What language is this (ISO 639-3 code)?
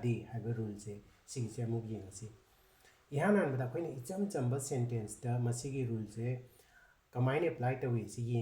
mni